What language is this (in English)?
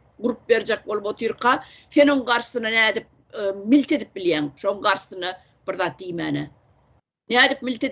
Turkmen